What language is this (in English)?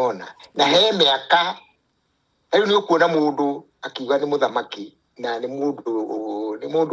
Kikuyu